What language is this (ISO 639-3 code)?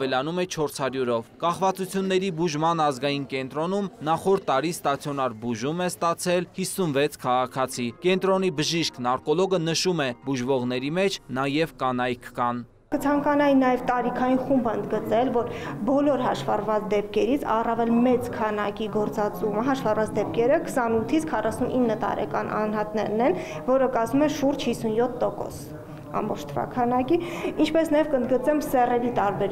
hye